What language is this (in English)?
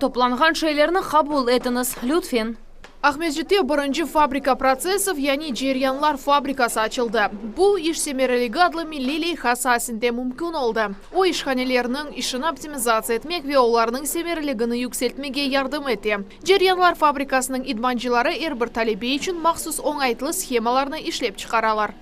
Crimean Tatar